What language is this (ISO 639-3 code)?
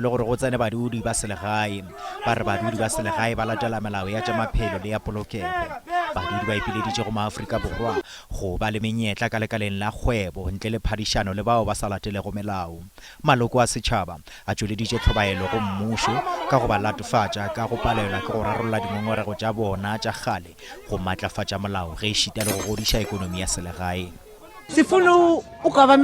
nso